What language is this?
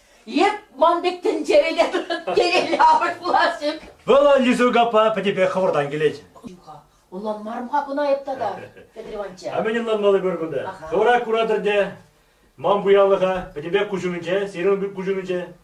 Chuvash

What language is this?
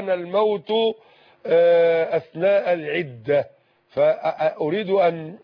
Arabic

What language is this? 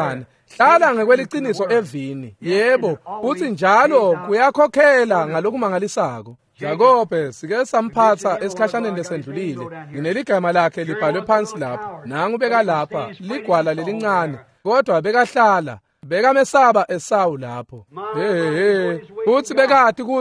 Swati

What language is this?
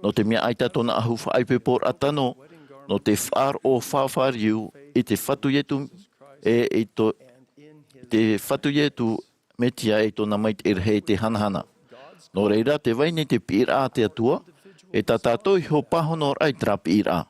Tahitian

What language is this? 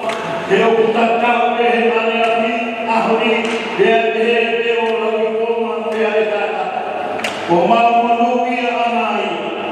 Tongan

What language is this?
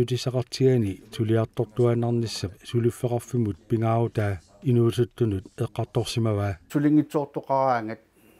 Kalaallisut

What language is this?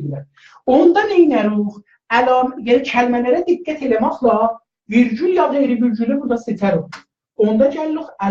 South Azerbaijani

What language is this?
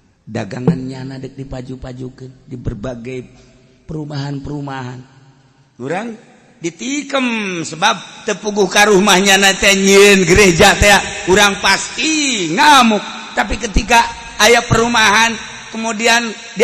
Sundanese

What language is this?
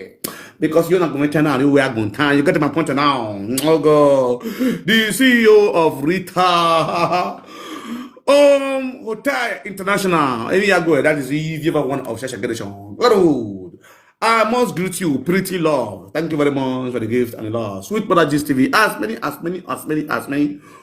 Nigerian Pidgin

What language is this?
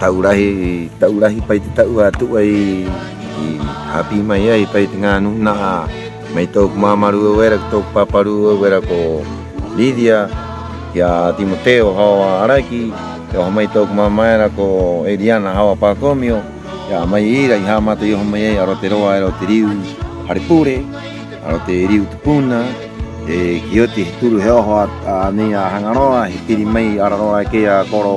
Rapanui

